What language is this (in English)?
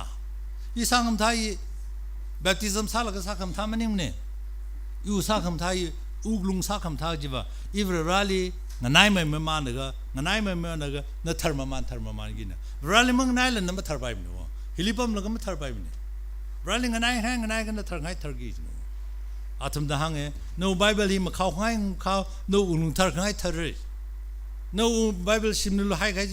Tangkhul Naga (India)